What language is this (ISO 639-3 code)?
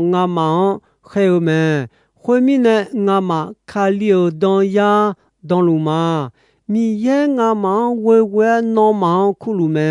ahk